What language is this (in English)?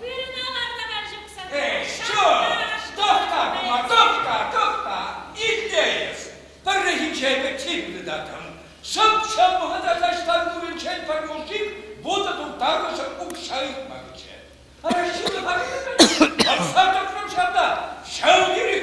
Chuvash